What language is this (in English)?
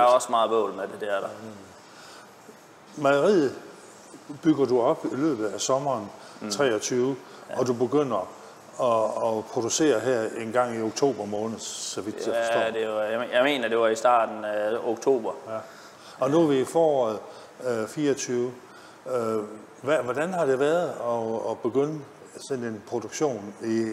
Danish